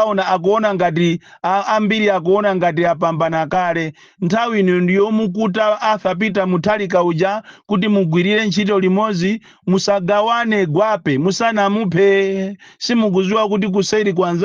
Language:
Nyanja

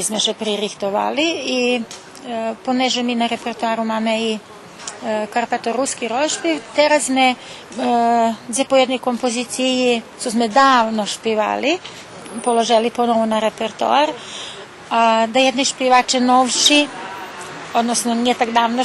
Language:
Rusyn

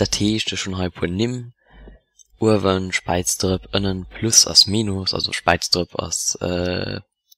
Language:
Luxembourgish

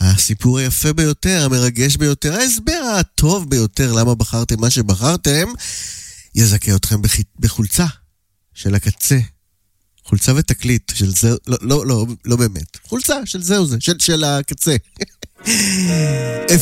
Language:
Hebrew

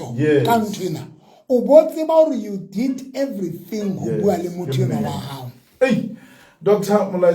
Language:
Southern Sotho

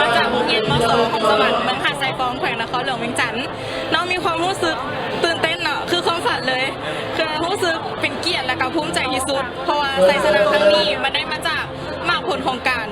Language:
Lao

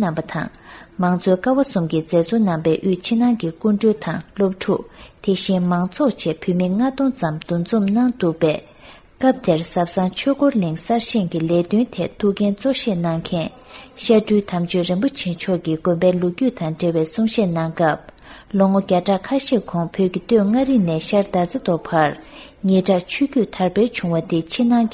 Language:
Tibetan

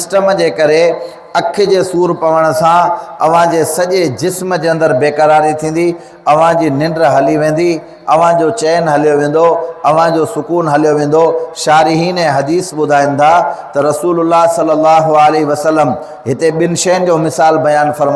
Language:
Sindhi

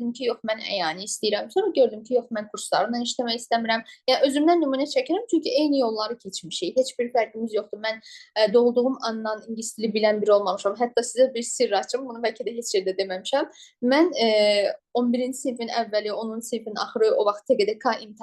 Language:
Azerbaijani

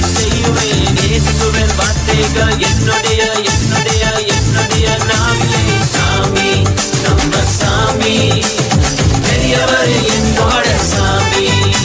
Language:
Tamil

